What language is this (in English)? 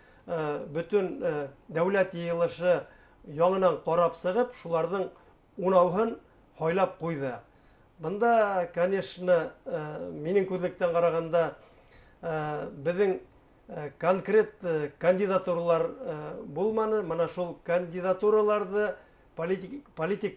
Bashkir